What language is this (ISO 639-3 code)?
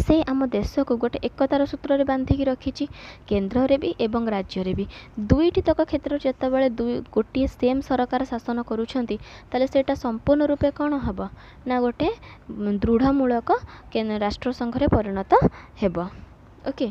ori